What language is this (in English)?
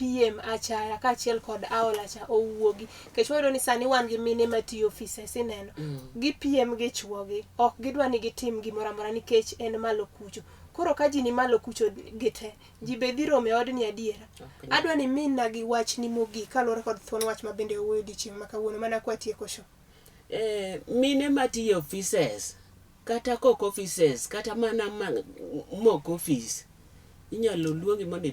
Luo (Kenya and Tanzania)